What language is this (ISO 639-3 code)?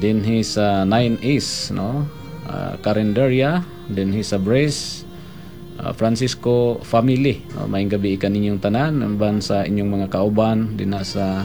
ceb